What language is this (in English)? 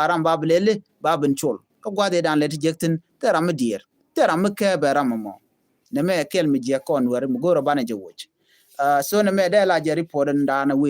Nuer